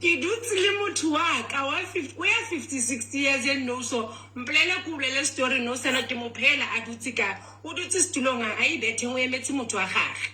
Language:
Southern Sotho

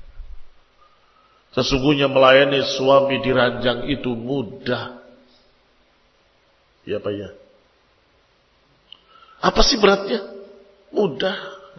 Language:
Indonesian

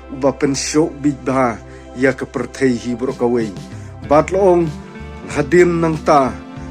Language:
Khasi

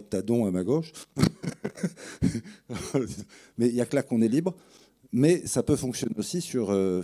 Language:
French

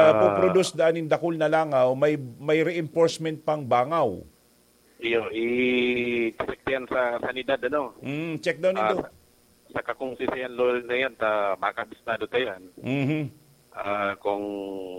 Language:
Bikol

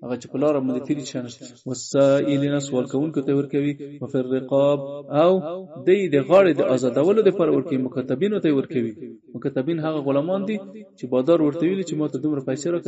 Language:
Pashto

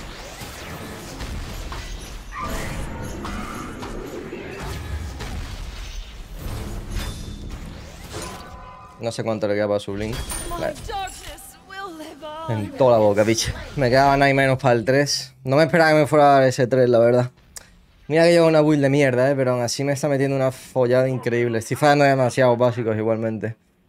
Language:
Spanish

